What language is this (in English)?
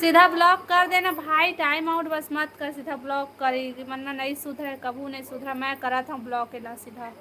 Chhattisgarhi